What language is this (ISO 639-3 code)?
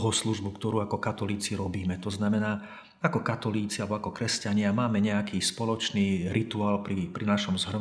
slk